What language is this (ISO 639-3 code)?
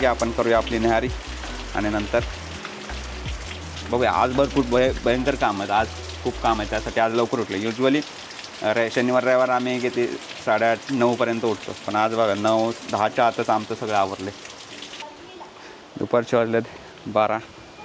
mar